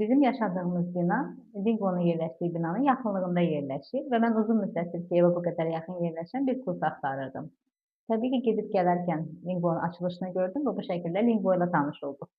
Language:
Azerbaijani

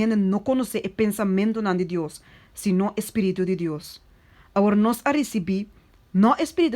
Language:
Papiamento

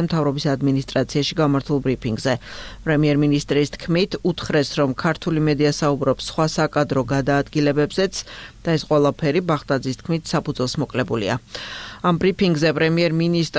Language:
Georgian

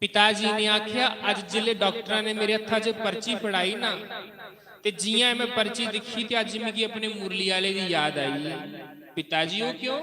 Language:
Dogri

